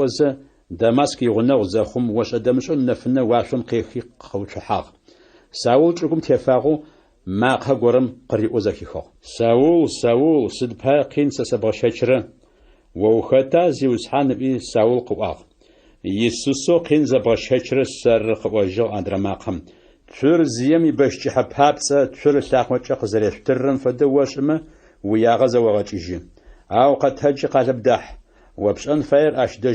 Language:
Adyghe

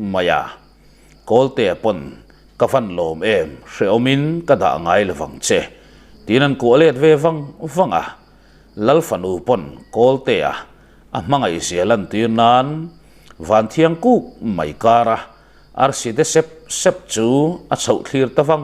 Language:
Mizo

